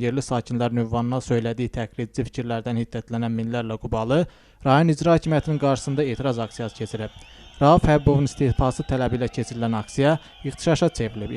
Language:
Azerbaijani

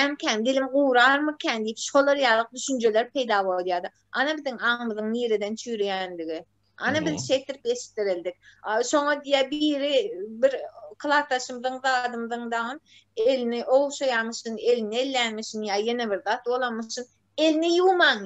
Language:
Turkmen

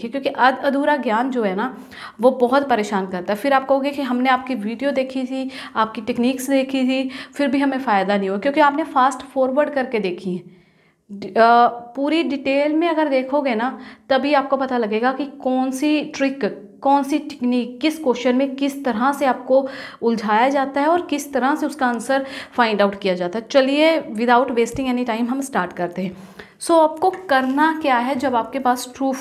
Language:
Hindi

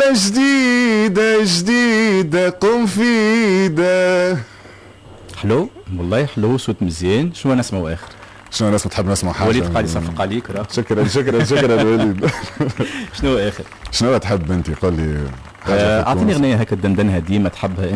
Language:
Tunisian Arabic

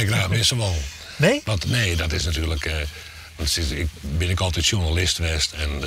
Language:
Western Frisian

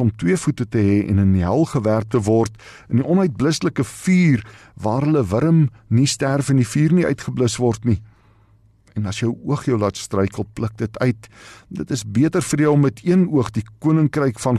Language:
Afrikaans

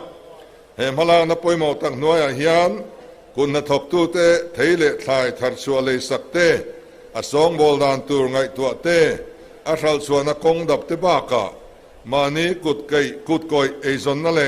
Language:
Mizo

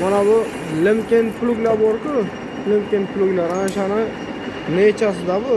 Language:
Uzbek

